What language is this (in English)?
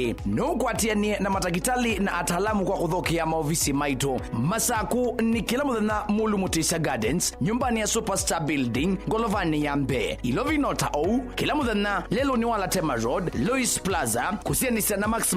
Kamba